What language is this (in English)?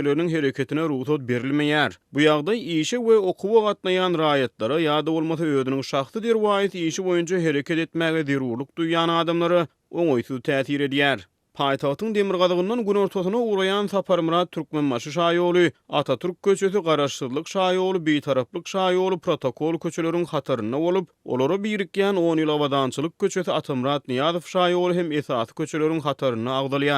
Turkmen